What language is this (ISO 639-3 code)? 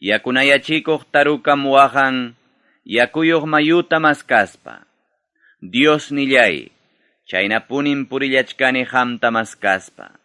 quy